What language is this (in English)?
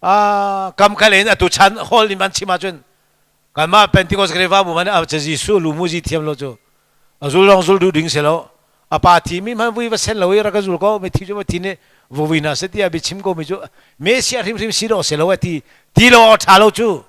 Hakha Chin